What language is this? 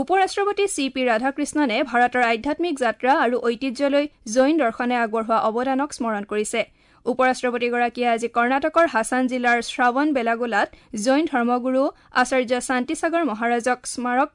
Assamese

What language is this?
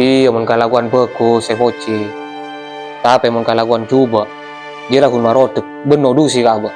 Madurese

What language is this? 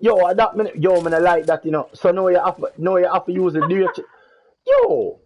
Jamaican Creole English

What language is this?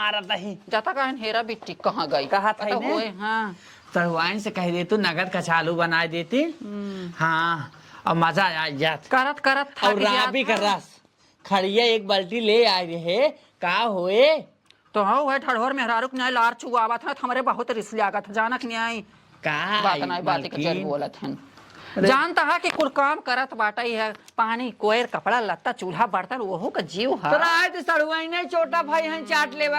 Awadhi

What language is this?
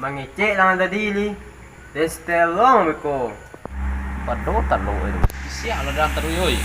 Minangkabau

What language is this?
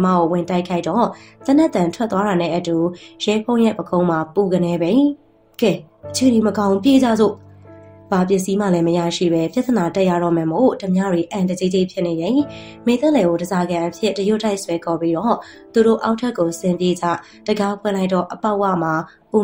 Burmese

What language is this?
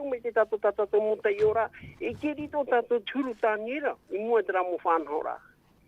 Tahitian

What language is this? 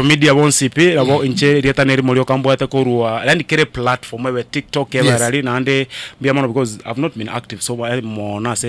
Gusii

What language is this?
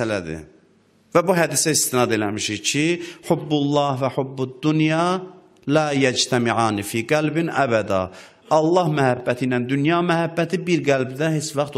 Azerbaijani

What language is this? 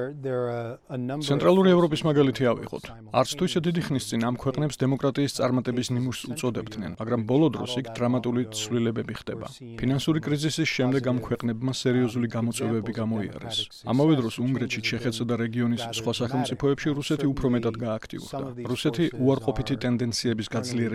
Georgian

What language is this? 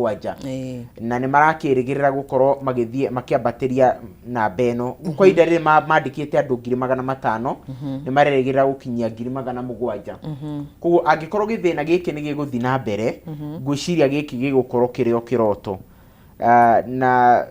Kikuyu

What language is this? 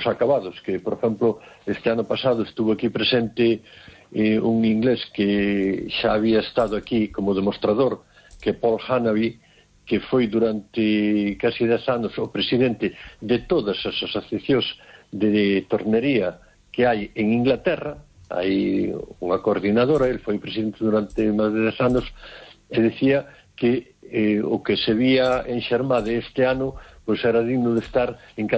Galician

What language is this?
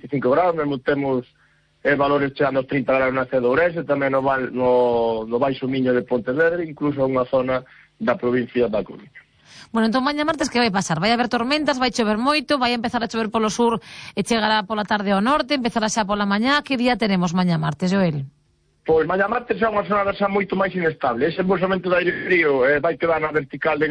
Galician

